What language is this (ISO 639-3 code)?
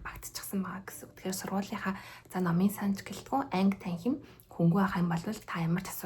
mon